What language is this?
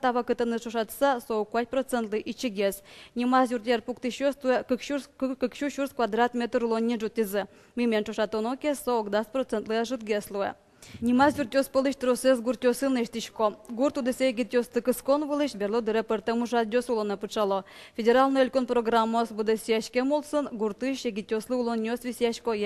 Udmurt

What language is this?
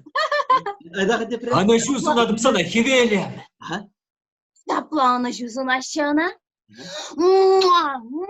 Chuvash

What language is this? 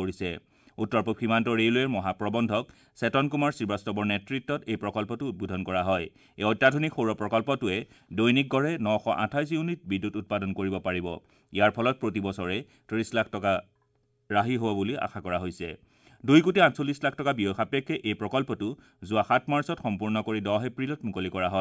Assamese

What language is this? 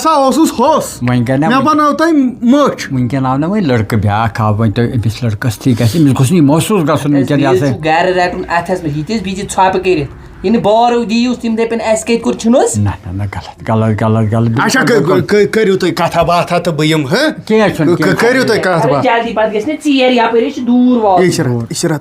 Kashmiri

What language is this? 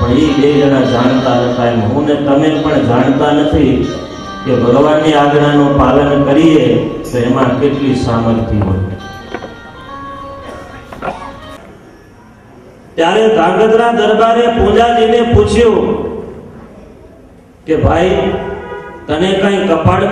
Gujarati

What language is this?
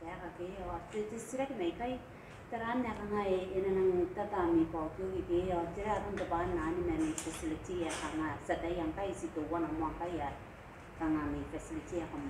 Gilbertese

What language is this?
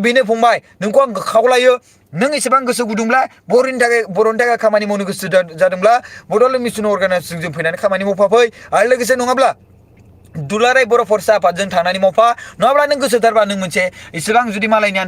Bodo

